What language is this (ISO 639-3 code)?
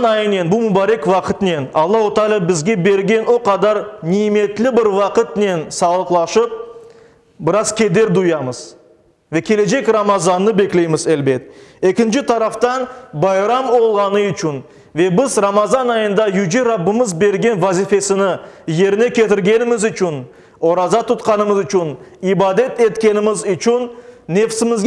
crh